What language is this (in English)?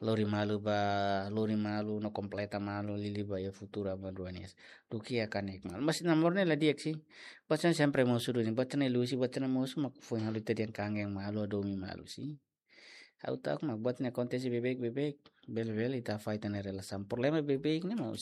Tetum